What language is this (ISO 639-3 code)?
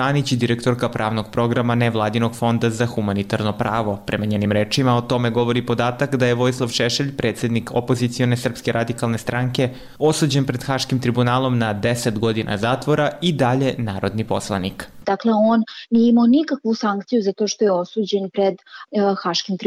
srp